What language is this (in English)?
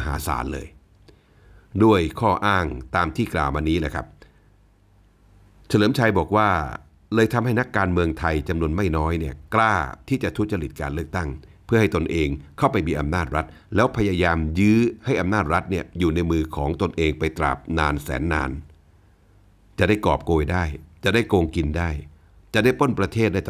Thai